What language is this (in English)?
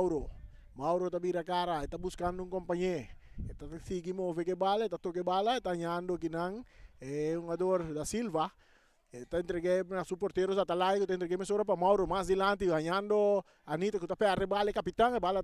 Papiamento